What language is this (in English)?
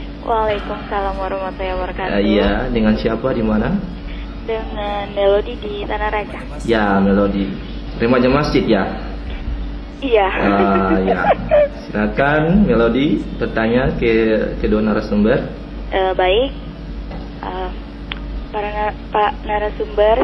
Indonesian